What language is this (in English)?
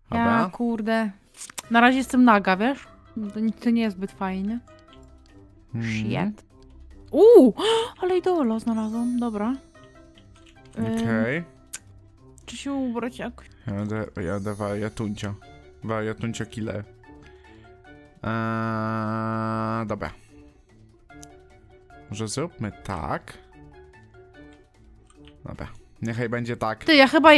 Polish